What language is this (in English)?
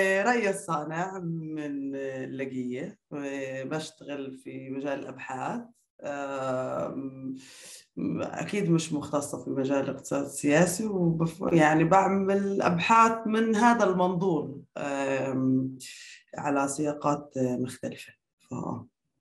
North Levantine Arabic